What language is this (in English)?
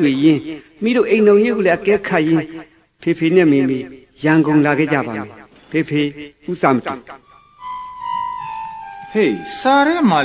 Burmese